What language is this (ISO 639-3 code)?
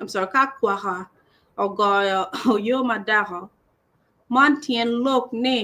ach